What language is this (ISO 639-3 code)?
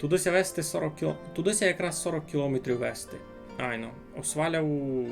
rue